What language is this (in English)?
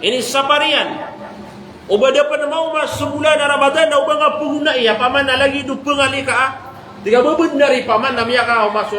Maranao